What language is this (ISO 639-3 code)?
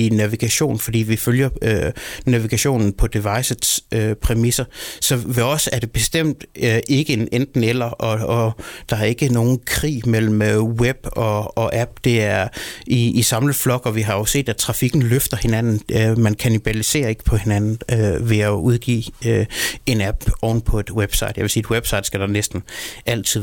dan